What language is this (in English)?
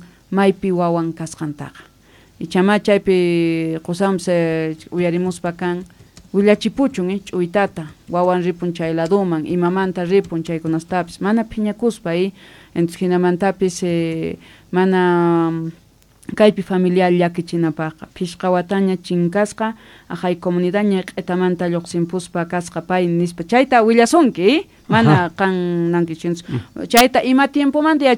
Quechua